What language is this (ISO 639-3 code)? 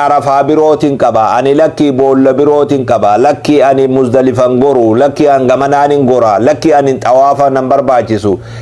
orm